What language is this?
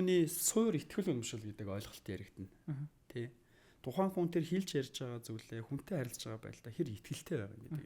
Mongolian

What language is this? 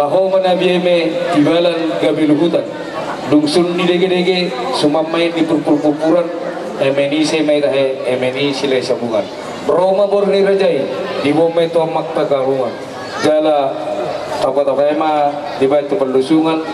Batak Toba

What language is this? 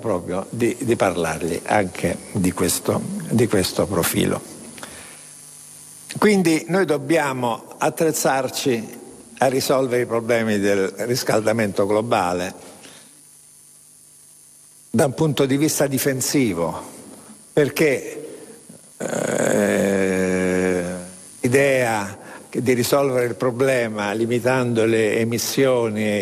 Italian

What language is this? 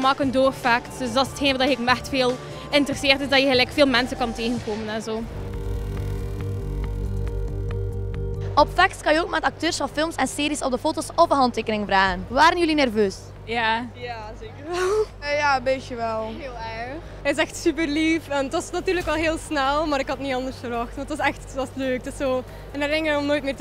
Dutch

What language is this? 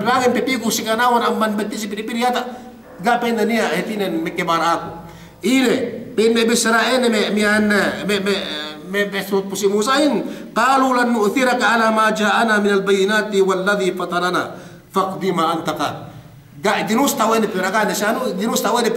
Yakan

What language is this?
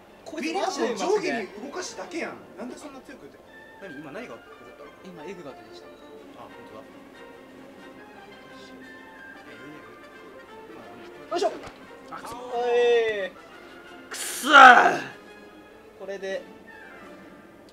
Japanese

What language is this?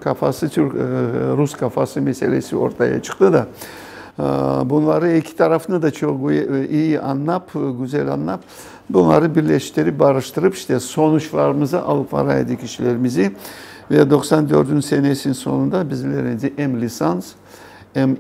Crimean Tatar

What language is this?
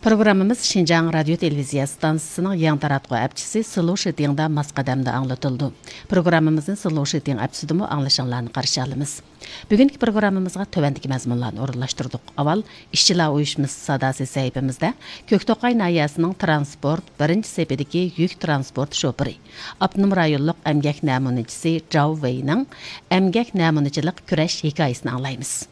Uyghur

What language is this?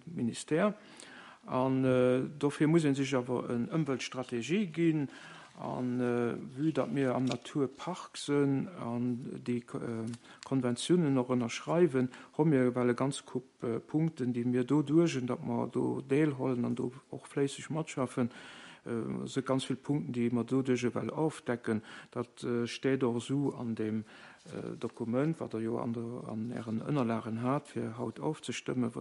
Luxembourgish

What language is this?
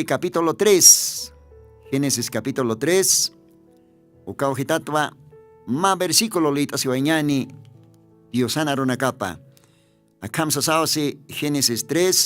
Aymara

